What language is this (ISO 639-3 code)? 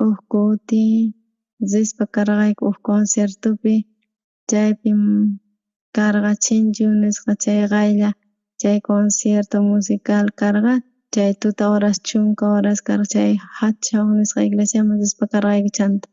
quh